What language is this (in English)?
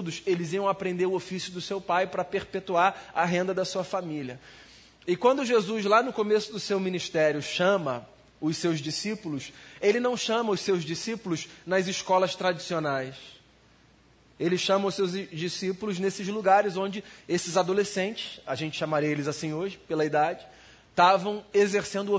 Portuguese